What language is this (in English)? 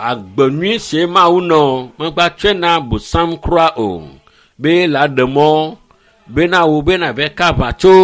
Ewe